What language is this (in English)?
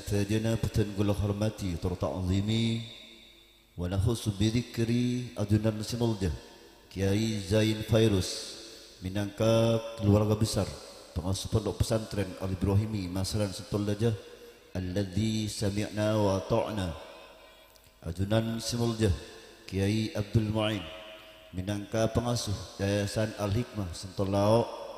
Madurese